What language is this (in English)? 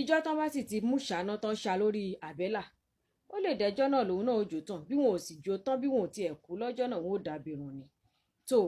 Yoruba